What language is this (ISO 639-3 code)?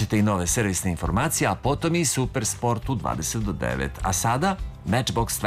srp